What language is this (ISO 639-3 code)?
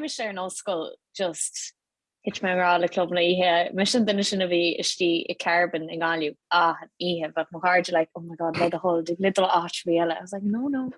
gle